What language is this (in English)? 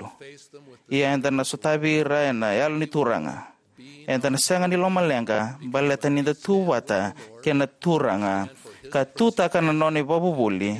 Fijian